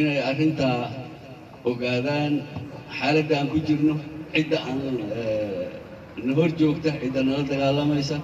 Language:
Somali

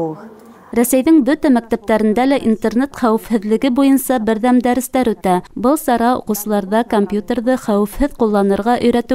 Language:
Bashkir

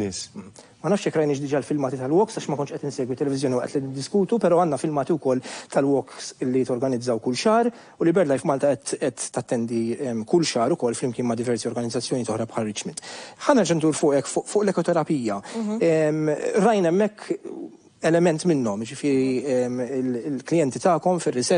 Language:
Maltese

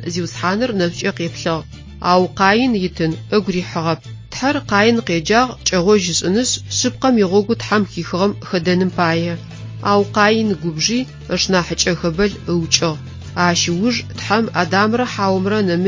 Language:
Adyghe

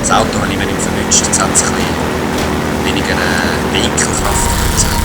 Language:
Swiss German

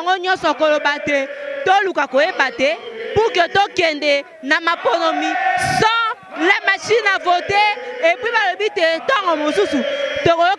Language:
Lingala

